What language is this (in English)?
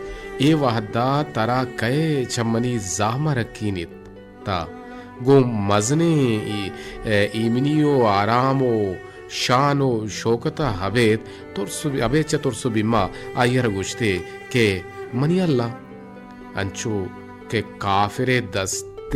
Baluchi